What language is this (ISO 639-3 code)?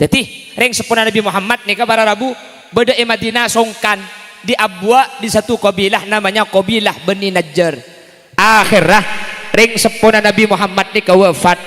mad